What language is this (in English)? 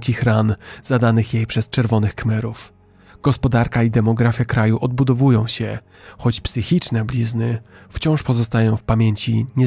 Polish